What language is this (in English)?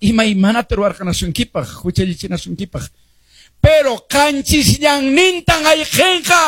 Quechua